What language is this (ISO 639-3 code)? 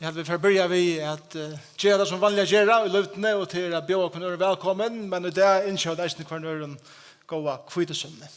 fao